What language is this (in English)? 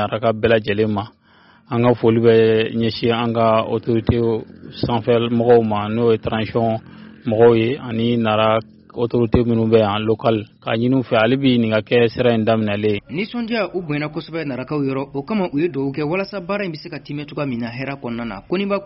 Bambara